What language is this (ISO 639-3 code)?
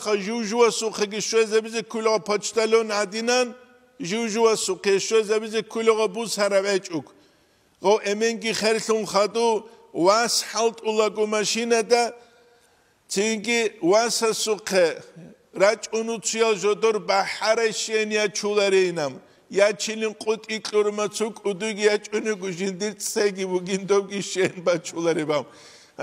ava